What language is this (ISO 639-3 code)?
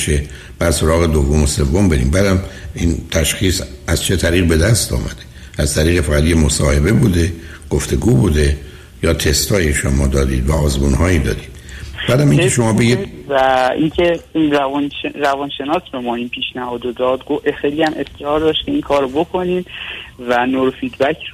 fas